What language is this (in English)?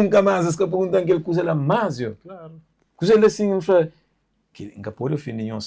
Kabuverdianu